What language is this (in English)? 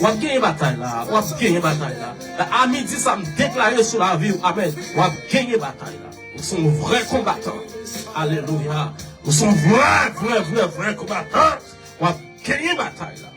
Haitian Creole